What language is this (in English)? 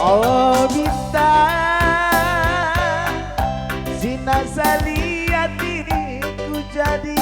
Batak Karo